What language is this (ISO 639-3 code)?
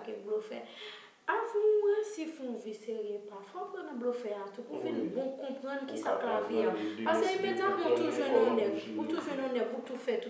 hat